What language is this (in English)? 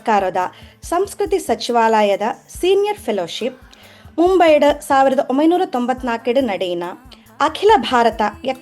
Tulu